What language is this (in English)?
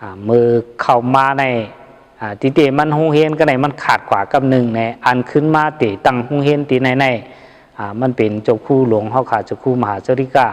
Shan